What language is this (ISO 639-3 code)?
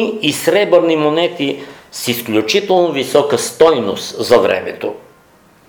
bul